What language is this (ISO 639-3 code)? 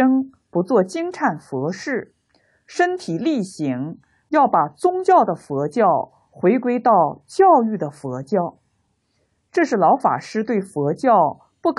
zho